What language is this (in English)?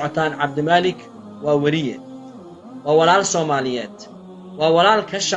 Somali